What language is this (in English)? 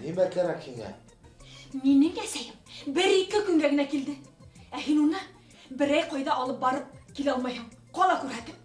Bashkir